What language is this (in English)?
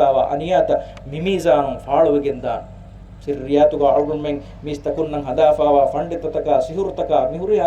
Divehi